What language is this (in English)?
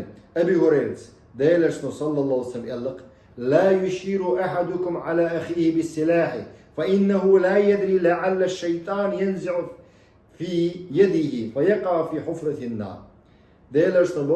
Chechen